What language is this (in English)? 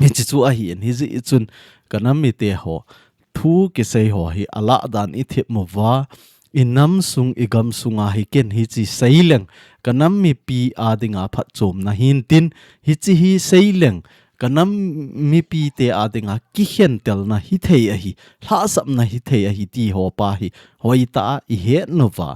Thado Chin